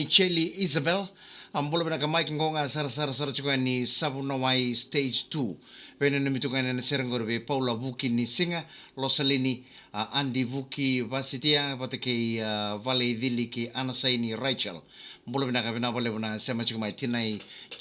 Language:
Fijian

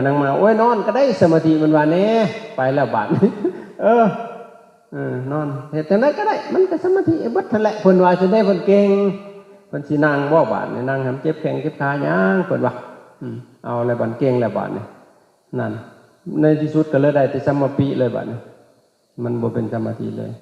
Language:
Lao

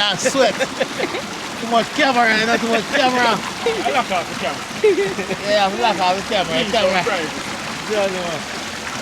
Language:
Jamaican Creole English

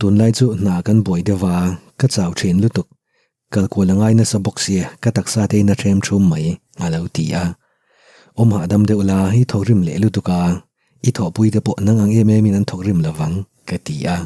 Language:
Mizo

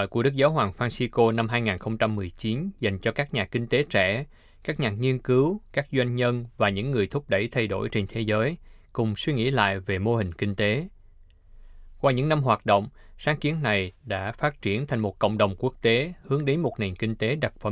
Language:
Vietnamese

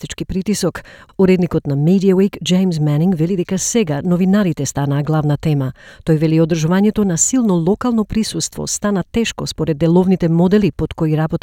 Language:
Macedonian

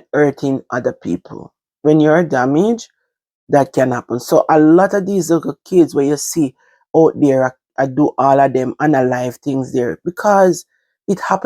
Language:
Jamaican Creole English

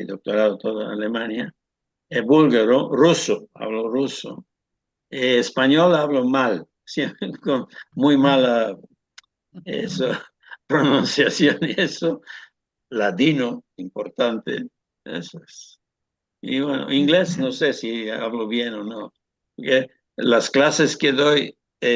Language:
Ladino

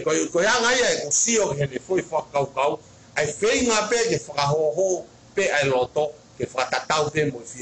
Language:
Tongan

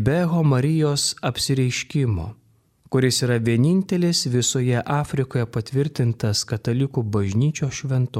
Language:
Lithuanian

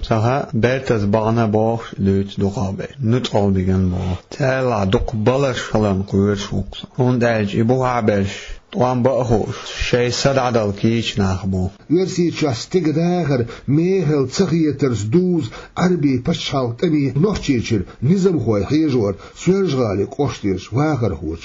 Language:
Chechen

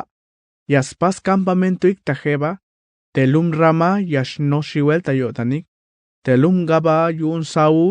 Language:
Tzeltal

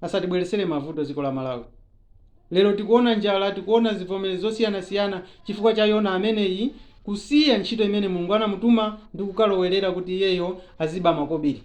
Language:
Nyanja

